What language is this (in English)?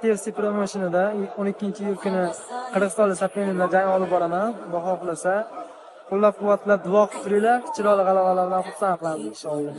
Uzbek